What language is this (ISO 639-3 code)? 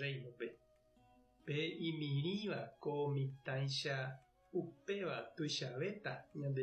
grn